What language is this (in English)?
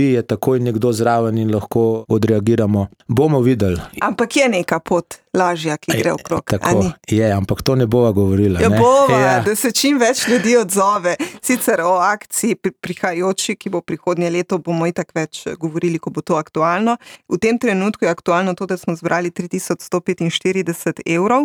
Slovenian